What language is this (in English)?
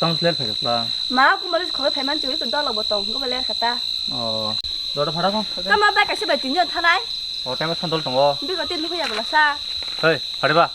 Kok Borok